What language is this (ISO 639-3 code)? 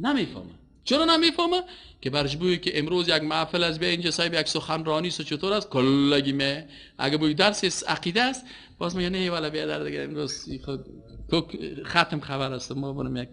fas